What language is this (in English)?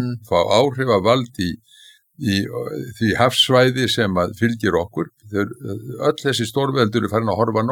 Icelandic